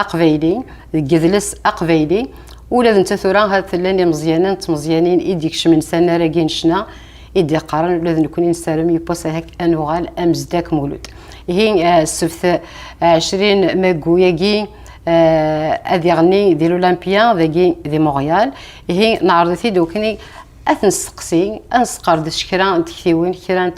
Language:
Kabyle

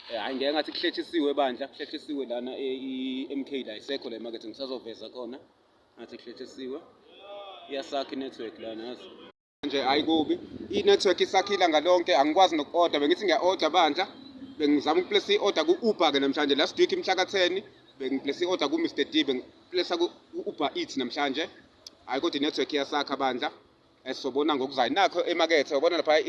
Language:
Zulu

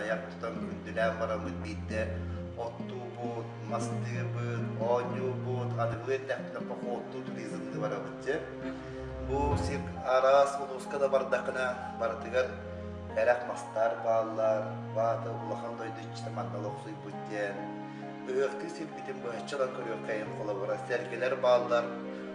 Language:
Yakut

